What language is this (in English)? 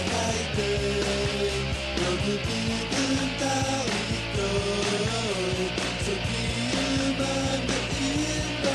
Welsh